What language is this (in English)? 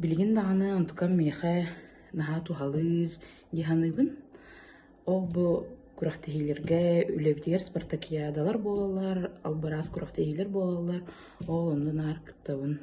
Yakut